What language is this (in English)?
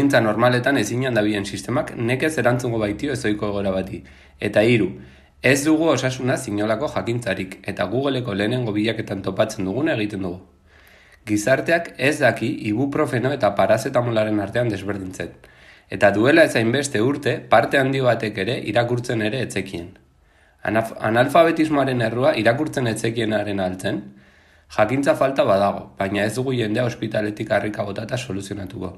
Basque